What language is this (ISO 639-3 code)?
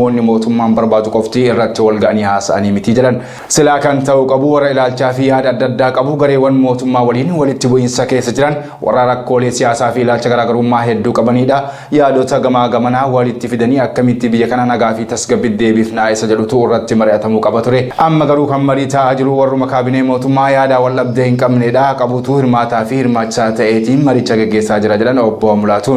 orm